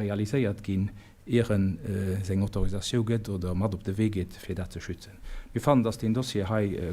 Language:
Luxembourgish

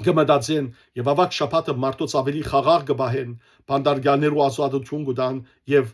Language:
Western Armenian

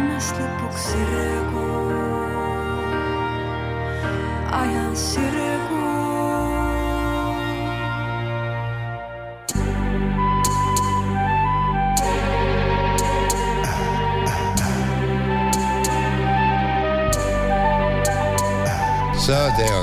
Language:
Estonian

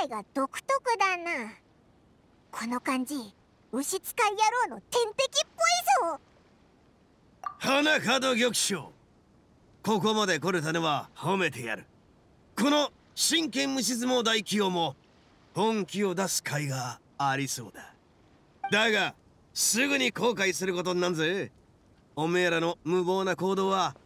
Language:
Japanese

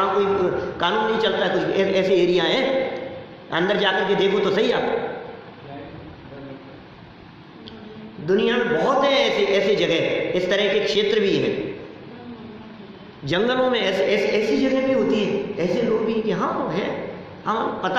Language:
Hindi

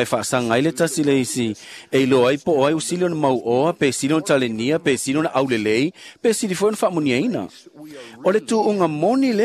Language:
Samoan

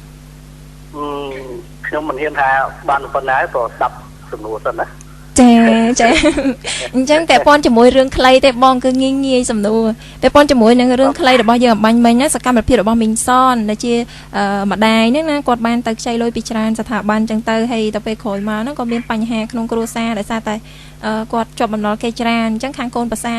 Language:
Khmer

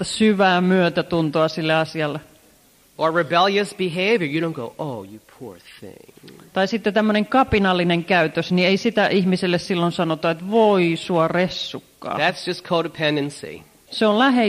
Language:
Finnish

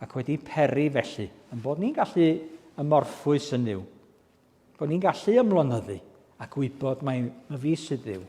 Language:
Welsh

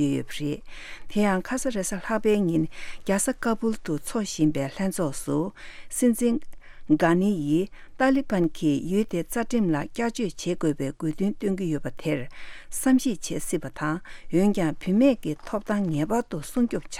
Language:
Tibetan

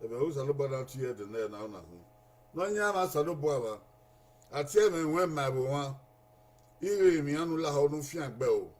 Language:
Bini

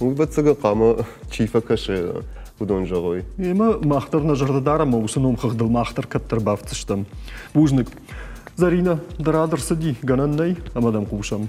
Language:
Ossetic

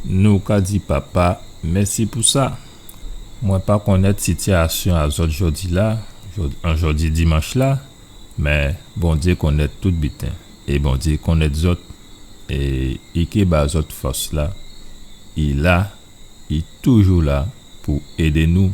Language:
Guadeloupean Creole French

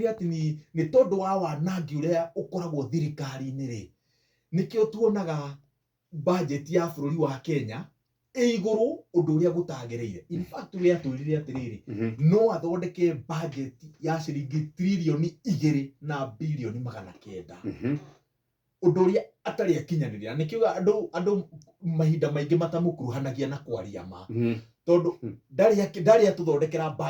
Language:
Kikuyu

